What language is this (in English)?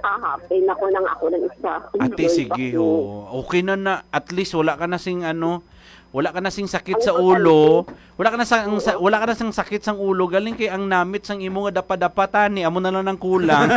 Hiligaynon